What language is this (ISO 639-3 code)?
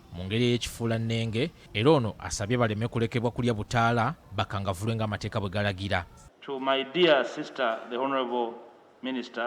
lug